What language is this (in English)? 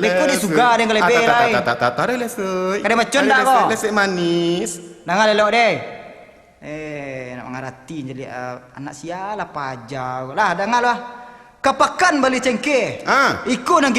Minangkabau